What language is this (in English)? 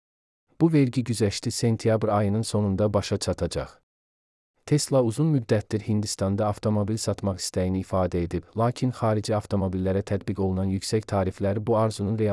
Azerbaijani